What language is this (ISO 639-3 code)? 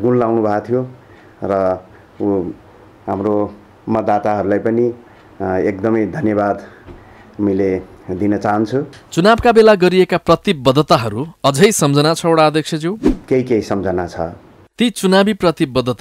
nep